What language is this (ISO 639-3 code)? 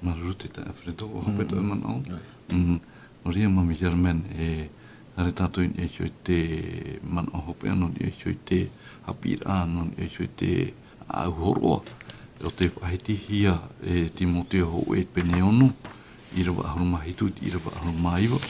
tah